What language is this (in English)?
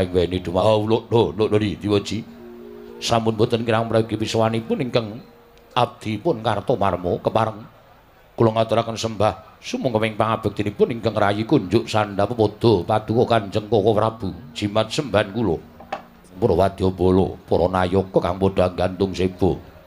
Javanese